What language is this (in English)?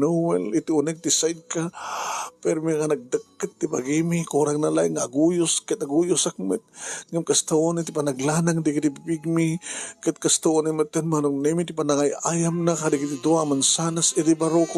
Iloko